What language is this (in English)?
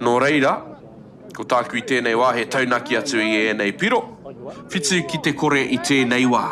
Māori